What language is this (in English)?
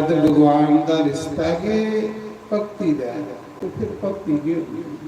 Dogri